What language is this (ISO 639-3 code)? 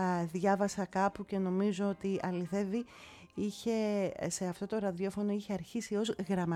ell